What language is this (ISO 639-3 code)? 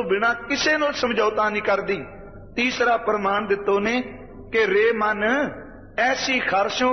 pan